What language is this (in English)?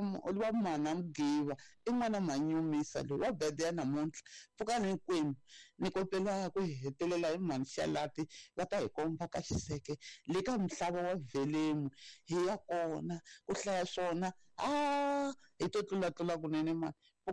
Tsonga